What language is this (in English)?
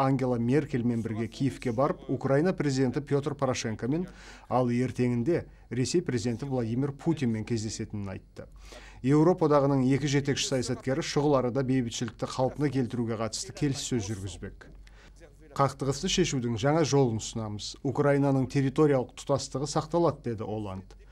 Kazakh